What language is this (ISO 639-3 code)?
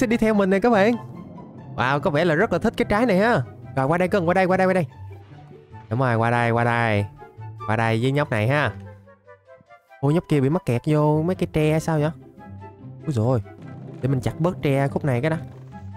vie